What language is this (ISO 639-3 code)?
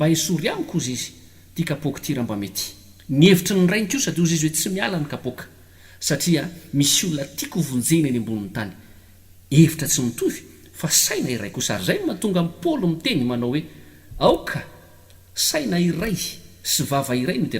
mlg